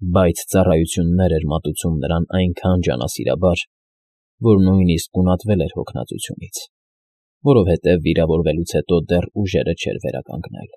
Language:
Armenian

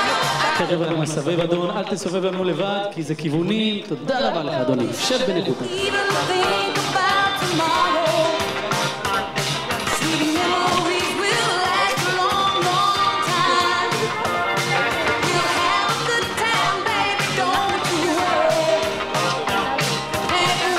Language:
Hebrew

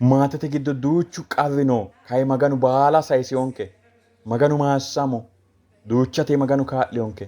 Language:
Sidamo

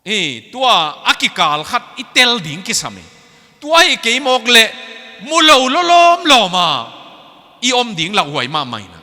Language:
Tedim Chin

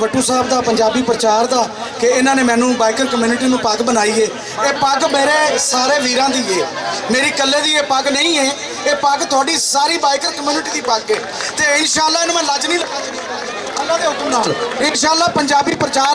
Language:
Western Panjabi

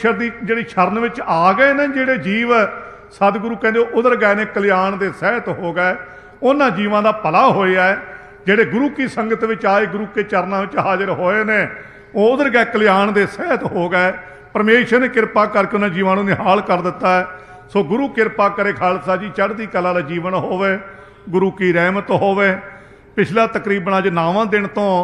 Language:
Punjabi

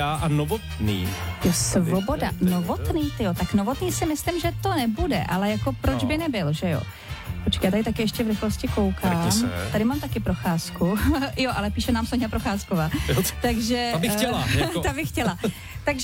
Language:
Czech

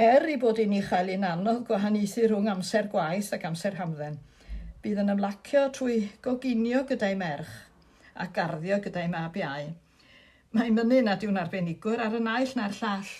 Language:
Welsh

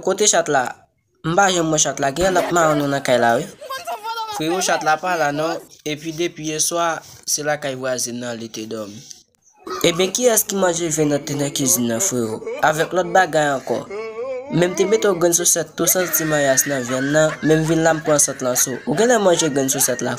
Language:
Haitian Creole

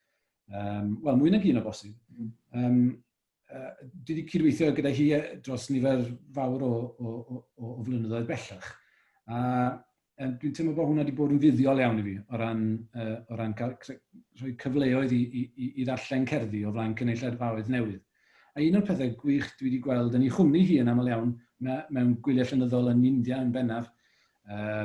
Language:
Welsh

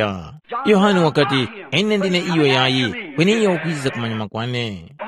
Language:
Tumbuka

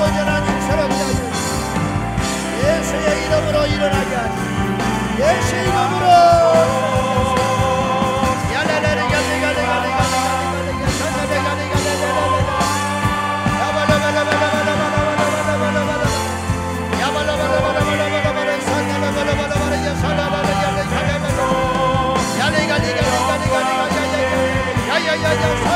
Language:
Korean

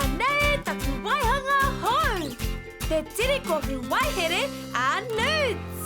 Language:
Māori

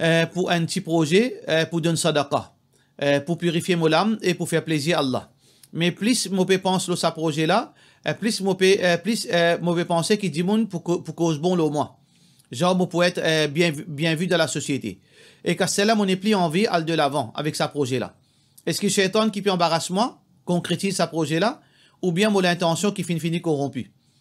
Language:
Morisyen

